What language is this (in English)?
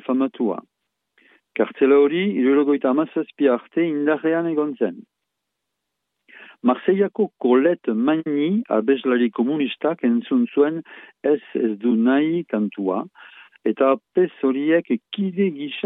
Basque